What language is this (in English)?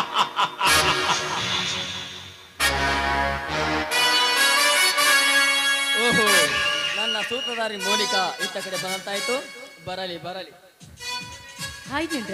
Kannada